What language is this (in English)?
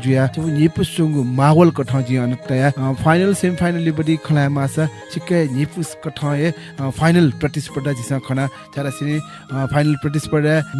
Newari